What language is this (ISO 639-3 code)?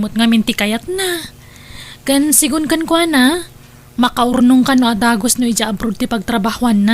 ilo